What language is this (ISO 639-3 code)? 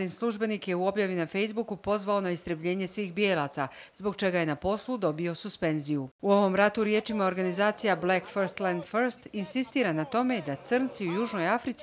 hrv